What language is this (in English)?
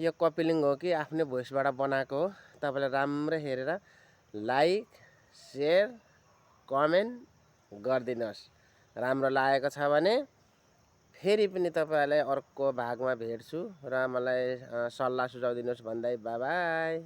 Nepali